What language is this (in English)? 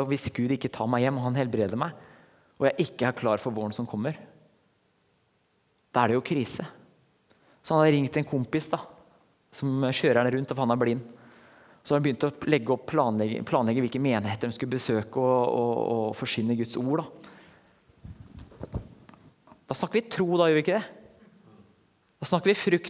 Norwegian